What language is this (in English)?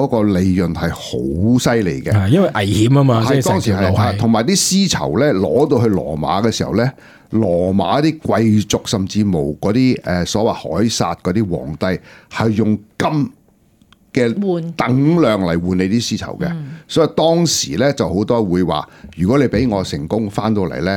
Cantonese